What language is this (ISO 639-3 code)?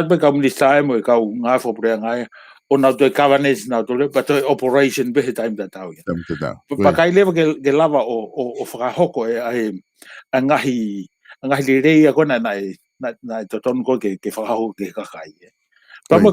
ton